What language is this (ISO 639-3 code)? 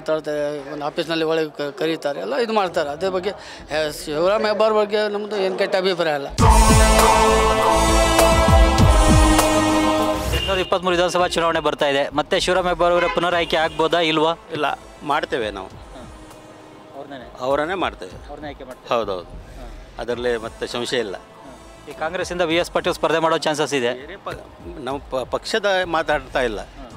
kan